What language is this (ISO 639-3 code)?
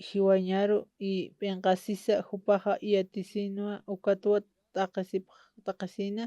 aym